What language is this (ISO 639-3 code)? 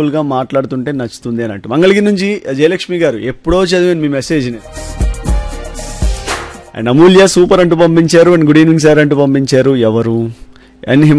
tel